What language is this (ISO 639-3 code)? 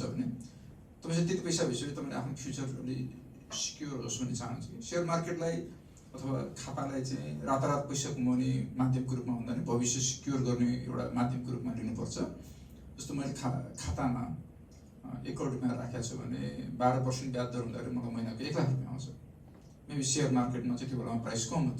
nep